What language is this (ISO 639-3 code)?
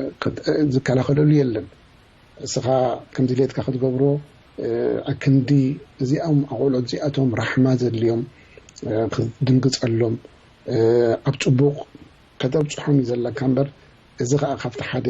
tir